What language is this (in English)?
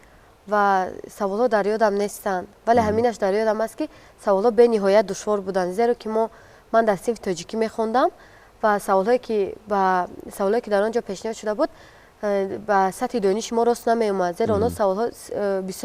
Tajik